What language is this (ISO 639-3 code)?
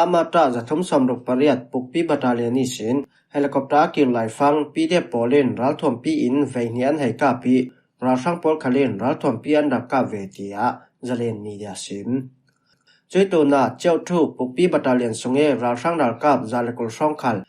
cfm